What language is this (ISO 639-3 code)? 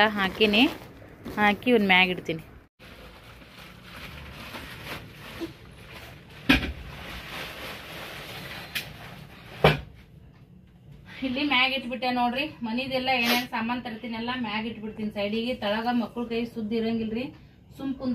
kan